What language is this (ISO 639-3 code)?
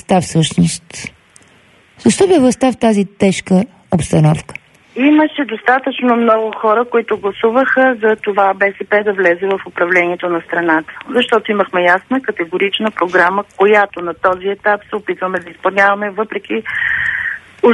bul